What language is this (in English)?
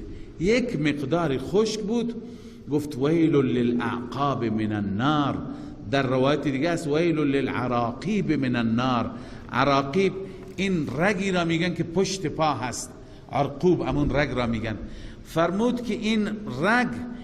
Persian